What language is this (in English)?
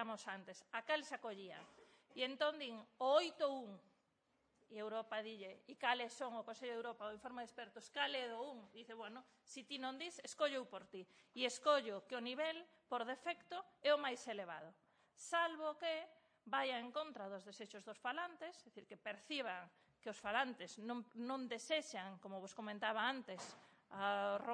Galician